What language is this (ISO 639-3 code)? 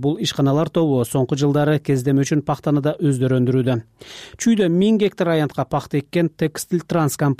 kir